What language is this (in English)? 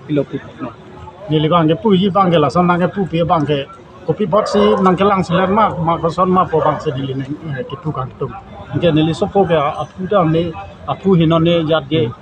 Karbi